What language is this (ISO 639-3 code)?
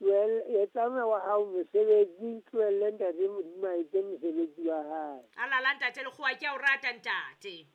sot